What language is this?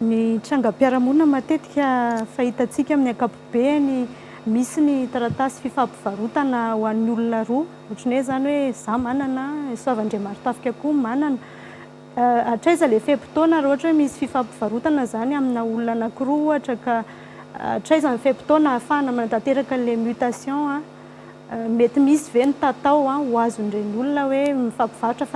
Malagasy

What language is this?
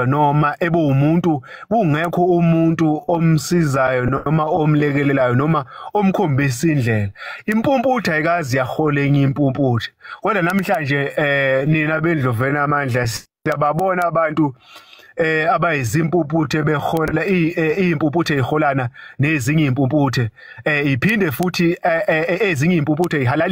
Zulu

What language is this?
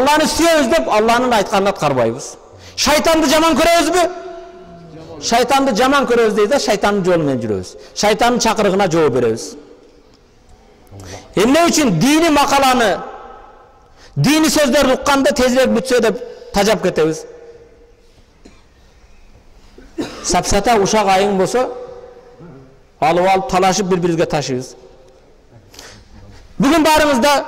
Kyrgyz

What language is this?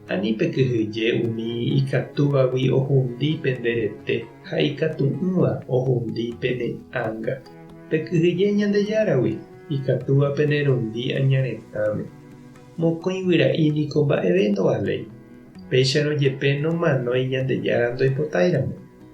Guarani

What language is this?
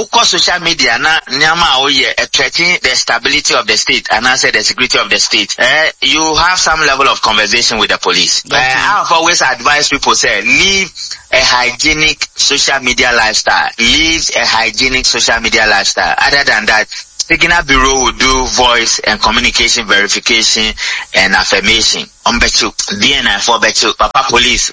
Akan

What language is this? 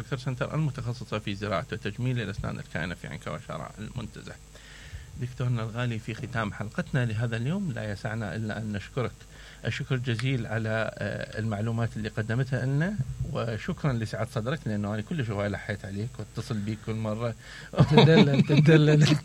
Mesopotamian Arabic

